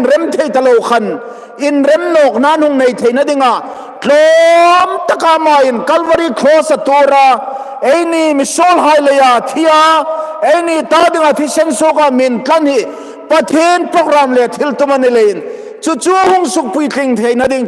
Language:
Hmar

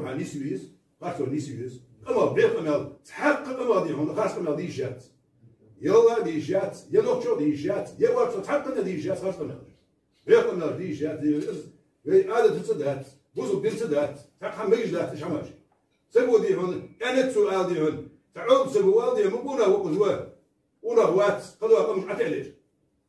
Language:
Ingush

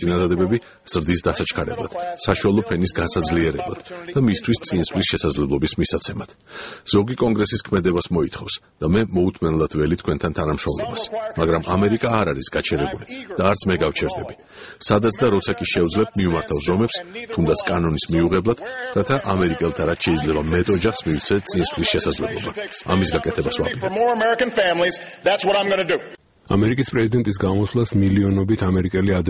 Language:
Georgian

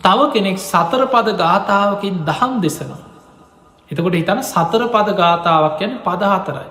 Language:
Sinhala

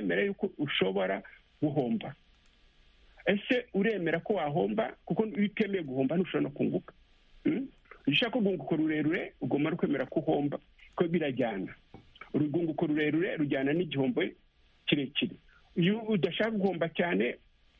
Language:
Kinyarwanda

